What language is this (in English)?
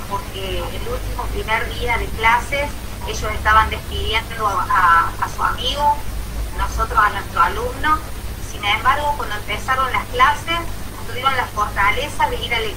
Spanish